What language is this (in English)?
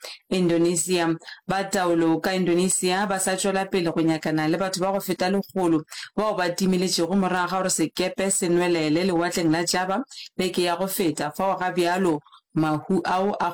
Northern Sotho